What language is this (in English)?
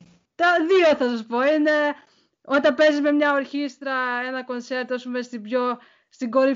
Greek